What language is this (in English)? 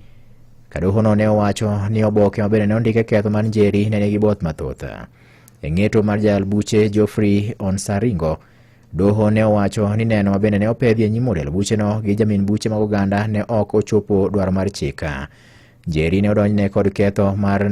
Luo (Kenya and Tanzania)